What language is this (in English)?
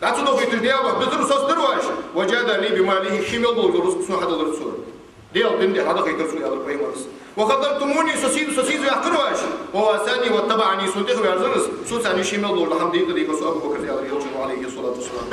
Ingush